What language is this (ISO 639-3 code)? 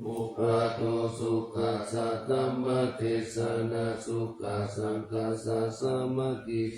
pli